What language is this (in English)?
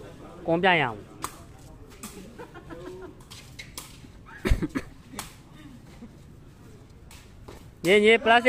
Burmese